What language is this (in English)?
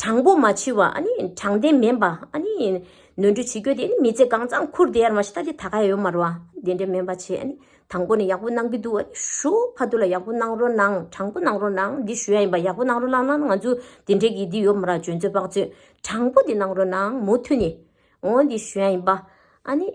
Tibetan